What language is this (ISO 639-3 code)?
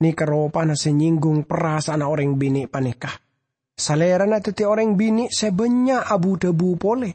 mad